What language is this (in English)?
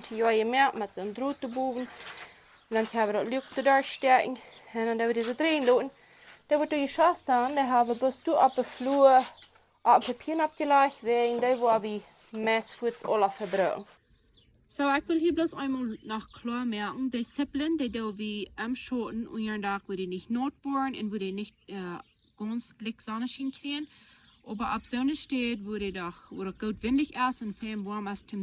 Plautdietsch